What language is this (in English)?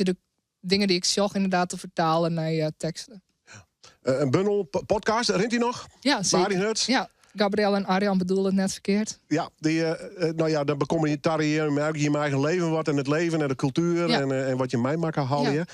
Western Frisian